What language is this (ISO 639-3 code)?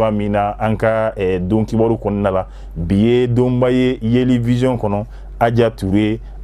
bam